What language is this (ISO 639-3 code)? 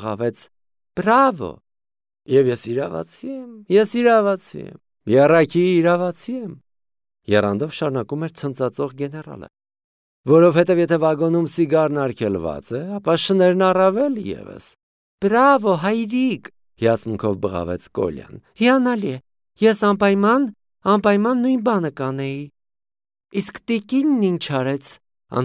hye